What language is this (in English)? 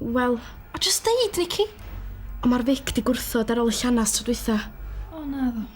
Welsh